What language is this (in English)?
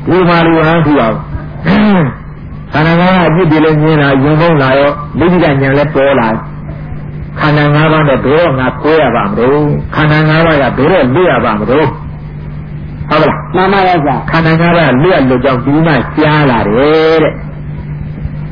Burmese